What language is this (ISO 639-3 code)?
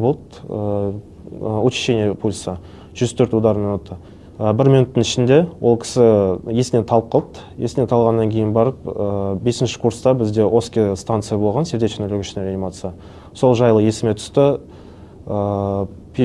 kaz